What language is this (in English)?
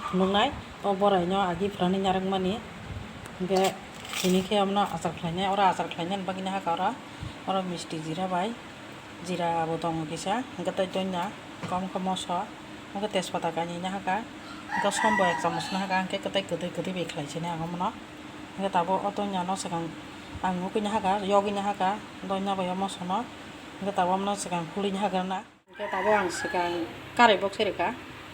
Kok Borok